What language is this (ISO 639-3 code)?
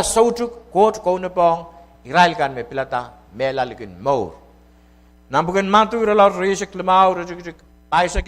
pon